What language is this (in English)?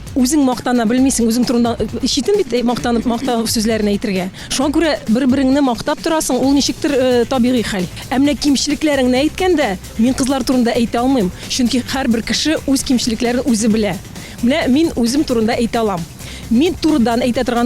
Tatar